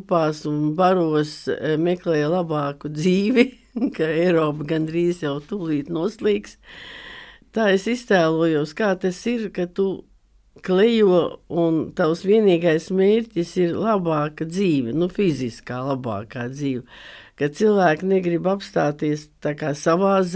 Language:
Latvian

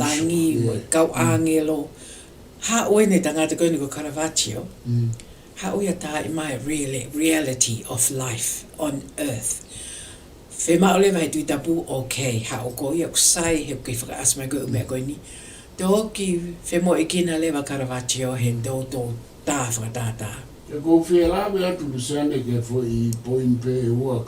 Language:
Tongan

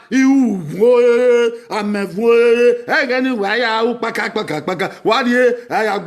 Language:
Bini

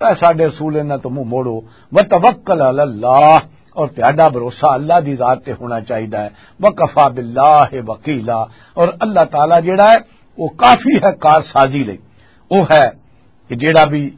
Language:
Western Panjabi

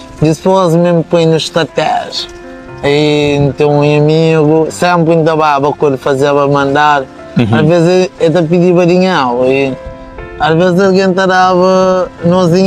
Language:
Kabuverdianu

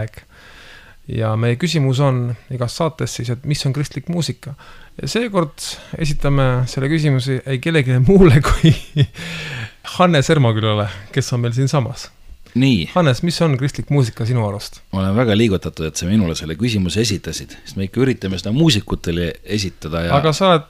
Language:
Estonian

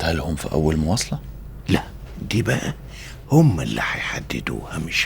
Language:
Egyptian Arabic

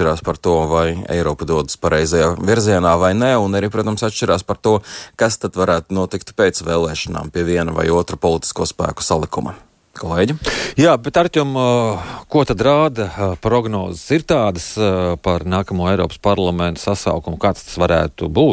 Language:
Latvian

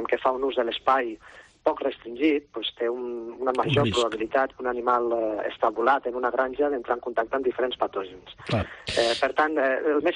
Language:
Catalan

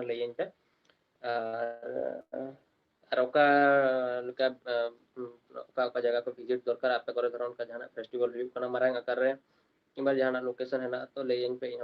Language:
Santali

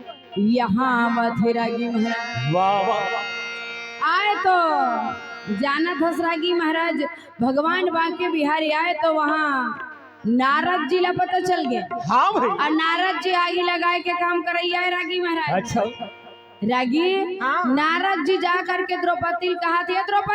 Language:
Chhattisgarhi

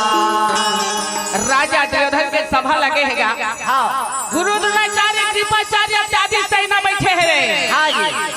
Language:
Chhattisgarhi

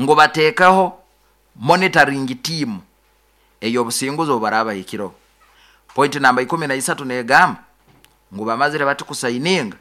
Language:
Nyankole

